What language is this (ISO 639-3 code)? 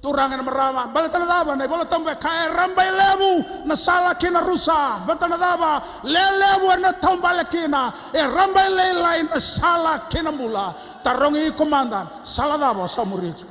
fij